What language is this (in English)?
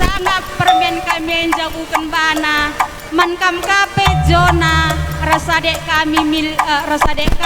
Batak Karo